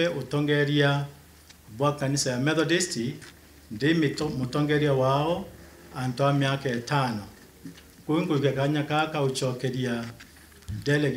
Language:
Meru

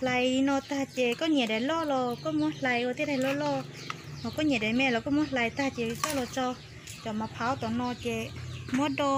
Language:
Hmong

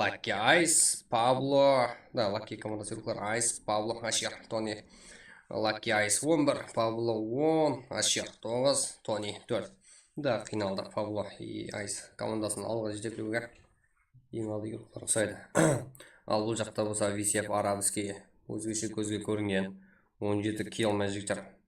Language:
Kara-Kalpak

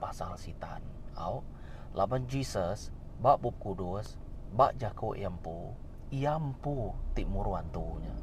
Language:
Iban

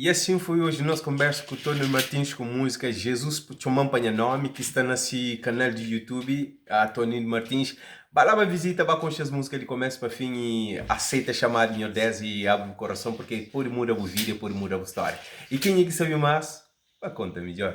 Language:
Kabuverdianu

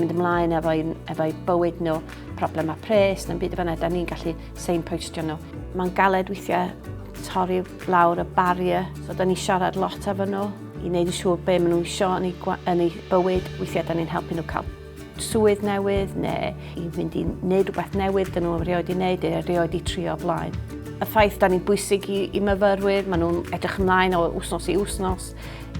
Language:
Welsh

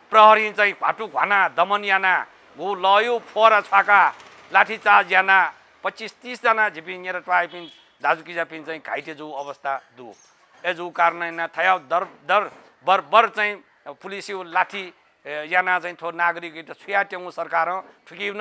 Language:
Newari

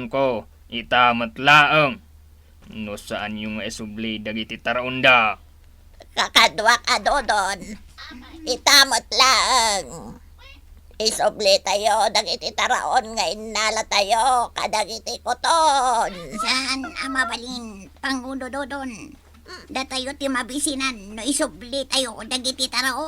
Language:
Iloko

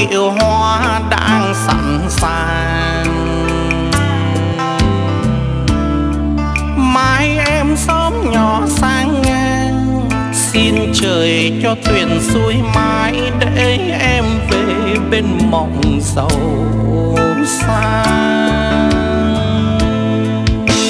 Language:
Vietnamese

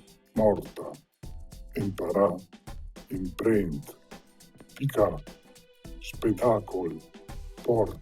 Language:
Lombard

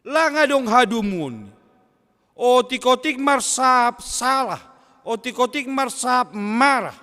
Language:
Batak Simalungun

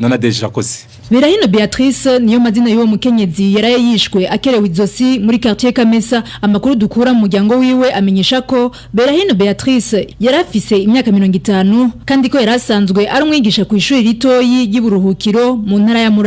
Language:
Rundi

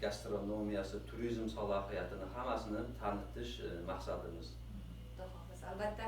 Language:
Uzbek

